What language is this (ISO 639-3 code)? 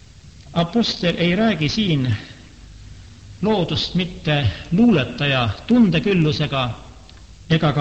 est